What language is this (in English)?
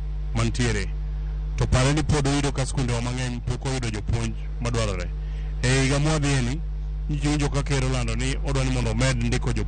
Luo (Kenya and Tanzania)